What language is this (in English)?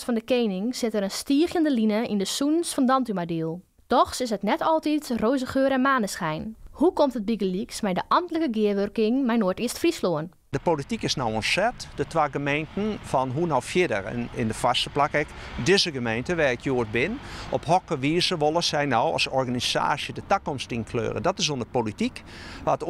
Western Frisian